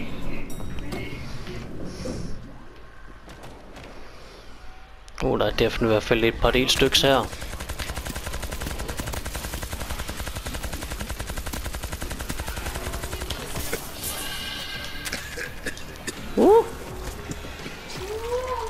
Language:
Danish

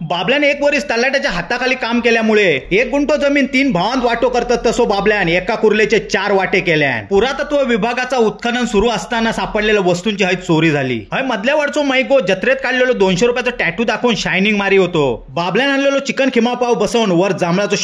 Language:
Konkani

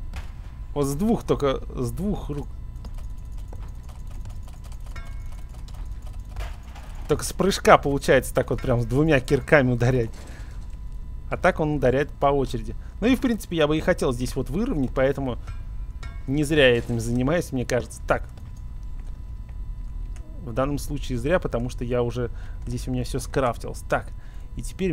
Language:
Russian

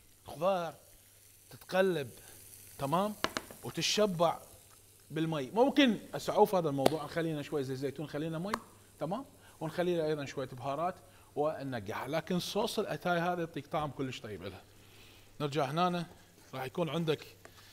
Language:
Mesopotamian Arabic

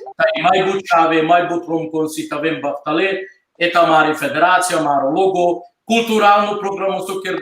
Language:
Balkan Romani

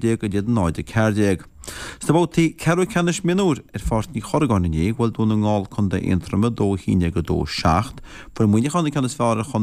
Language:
Irish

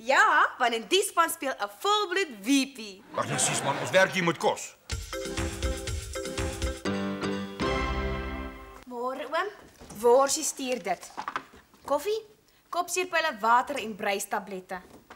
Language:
Afrikaans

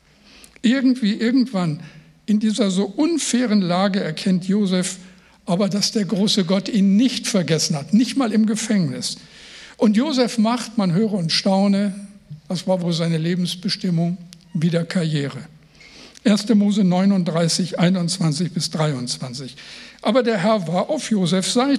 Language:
German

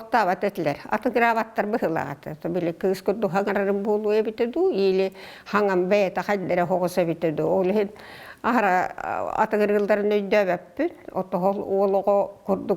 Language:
Yakut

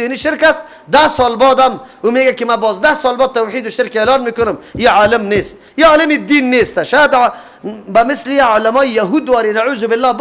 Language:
Persian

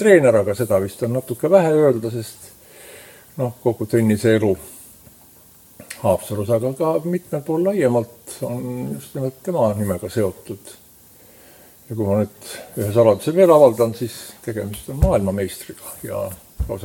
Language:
Estonian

